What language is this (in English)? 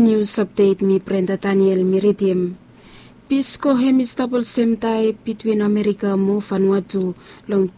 Bislama